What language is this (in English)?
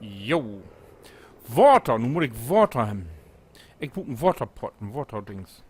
Low German